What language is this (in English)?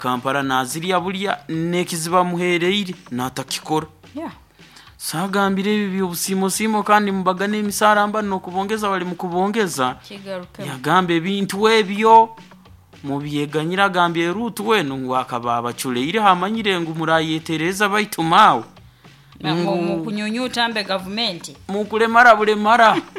Nyoro